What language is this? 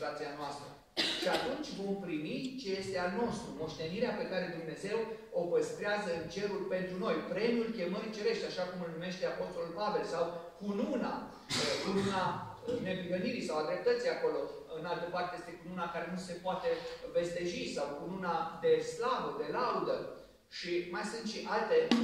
Romanian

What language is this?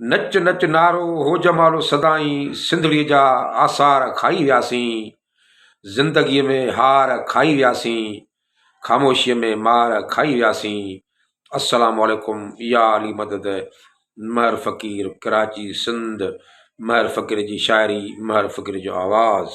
Sindhi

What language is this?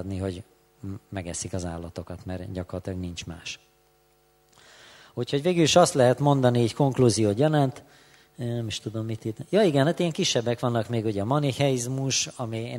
Hungarian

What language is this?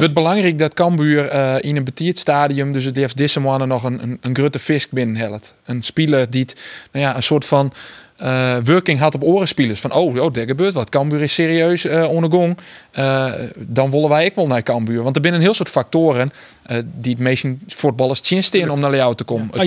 Western Frisian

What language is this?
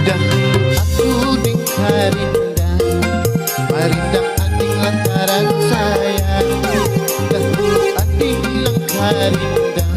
Banjar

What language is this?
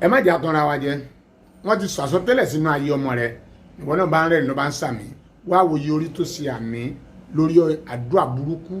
Yoruba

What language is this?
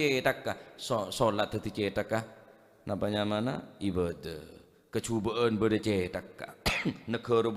Madurese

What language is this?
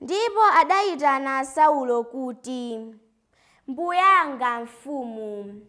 Nyanja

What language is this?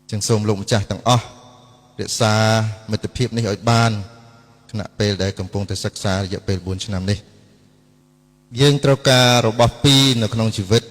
Khmer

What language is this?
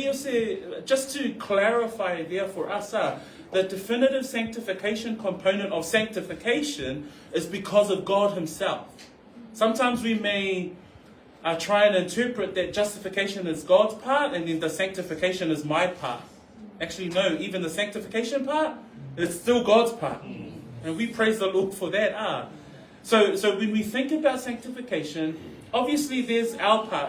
Samoan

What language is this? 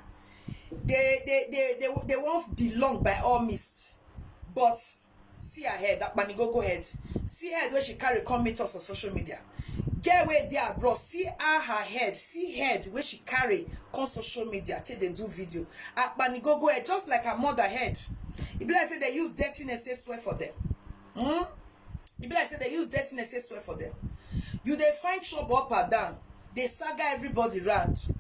Nigerian Pidgin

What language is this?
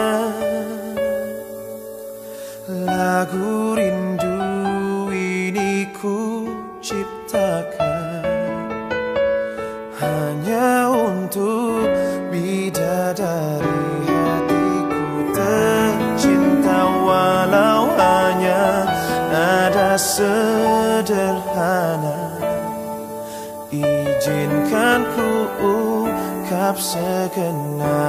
Indonesian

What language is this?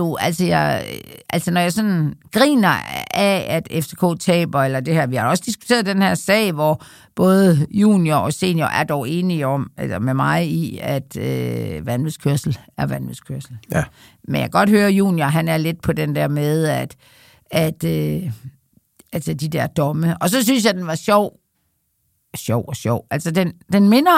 Danish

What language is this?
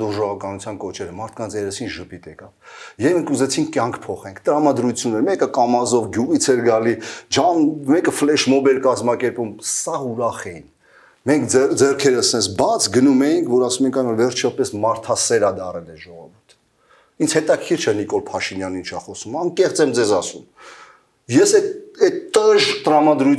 Armenian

